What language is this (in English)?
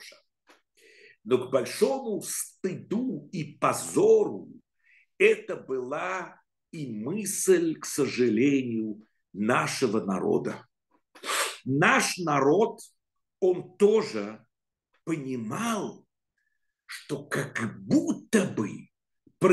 Russian